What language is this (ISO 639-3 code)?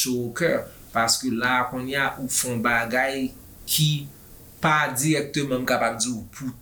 hat